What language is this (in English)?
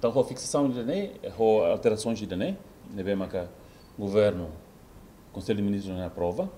Tetum